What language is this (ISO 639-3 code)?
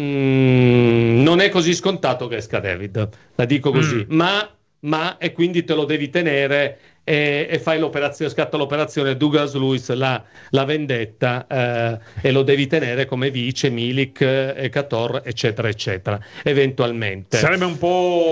ita